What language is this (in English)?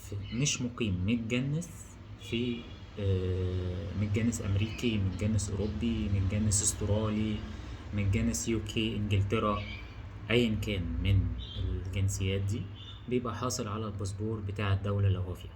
Egyptian Arabic